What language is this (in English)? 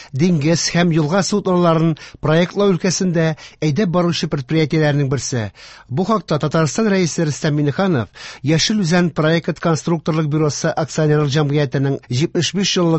Tatar